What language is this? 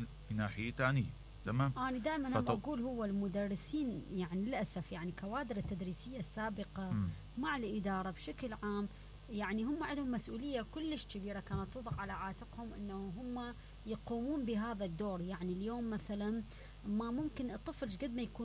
Mesopotamian Arabic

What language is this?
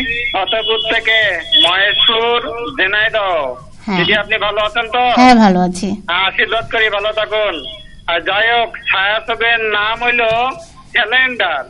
Bangla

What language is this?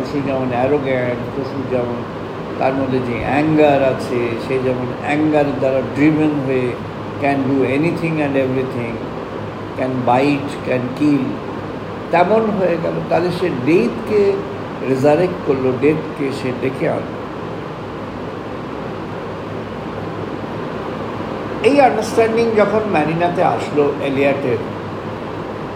Bangla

